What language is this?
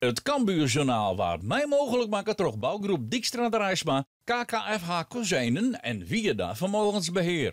Western Frisian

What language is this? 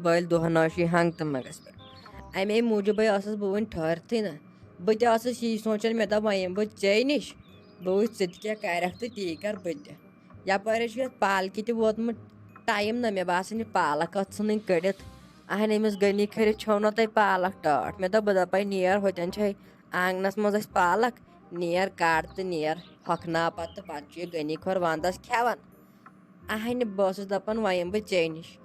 Kashmiri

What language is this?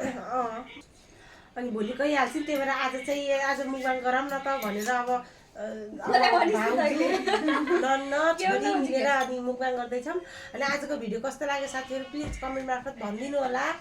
Nepali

